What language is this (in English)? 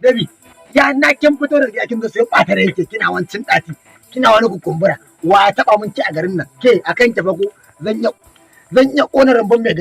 Hausa